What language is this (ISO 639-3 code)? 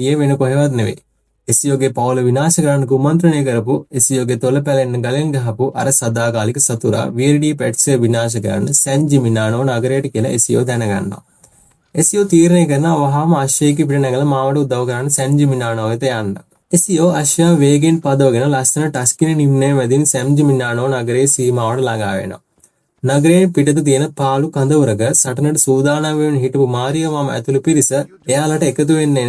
sin